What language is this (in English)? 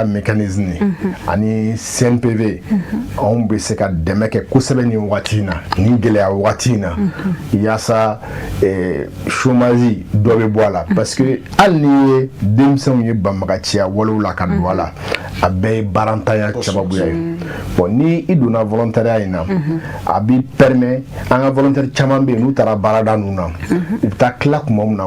Bambara